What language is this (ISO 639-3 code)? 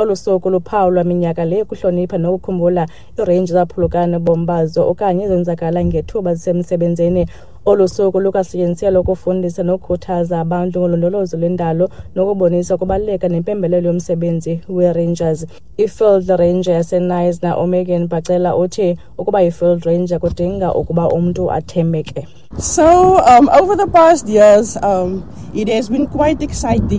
xho